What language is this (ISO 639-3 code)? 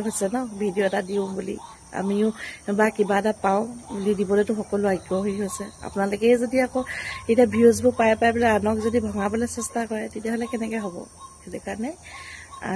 asm